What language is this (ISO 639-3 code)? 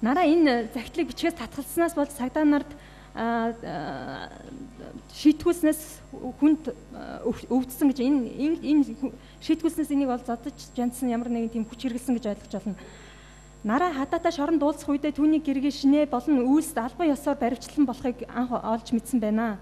mon